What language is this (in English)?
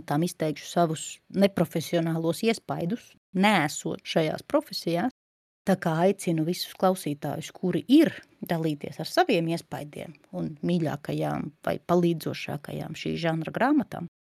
Latvian